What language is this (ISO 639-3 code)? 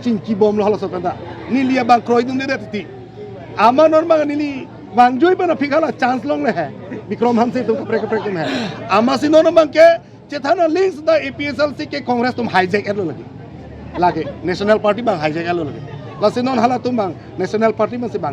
mjw